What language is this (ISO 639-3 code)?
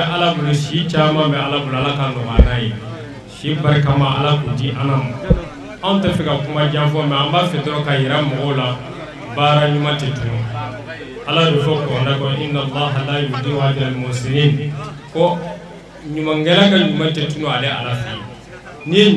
bam